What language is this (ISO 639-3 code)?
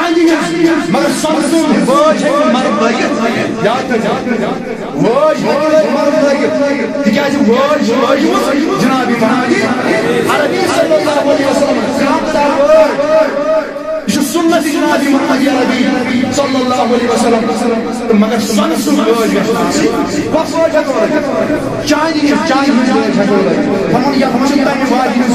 kas